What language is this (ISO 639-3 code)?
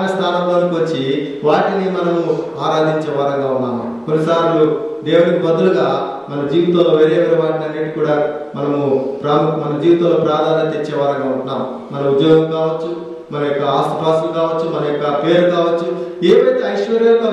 tel